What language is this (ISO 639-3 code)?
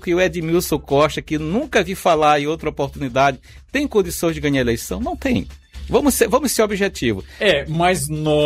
por